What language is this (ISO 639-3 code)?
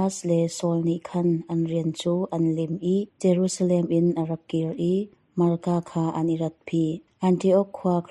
cnh